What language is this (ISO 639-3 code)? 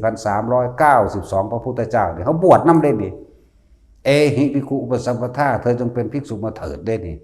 tts